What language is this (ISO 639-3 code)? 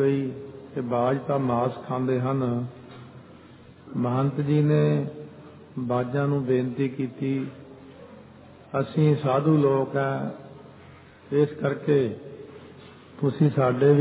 pan